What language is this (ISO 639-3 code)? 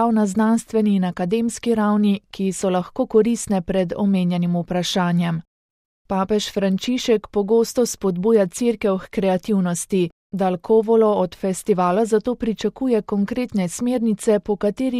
slv